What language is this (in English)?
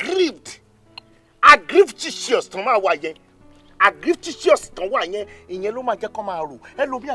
Yoruba